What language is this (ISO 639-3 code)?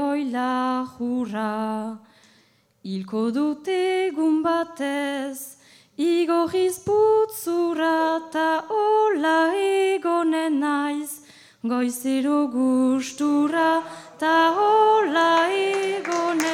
eus